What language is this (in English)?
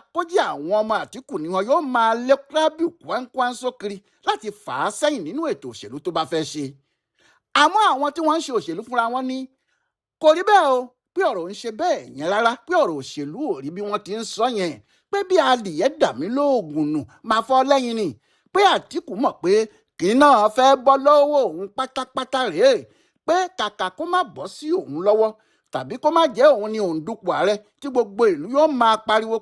Yoruba